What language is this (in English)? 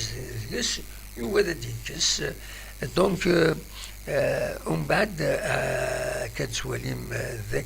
Kabyle